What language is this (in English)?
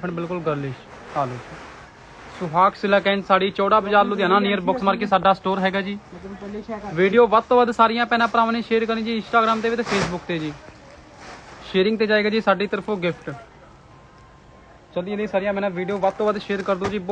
Punjabi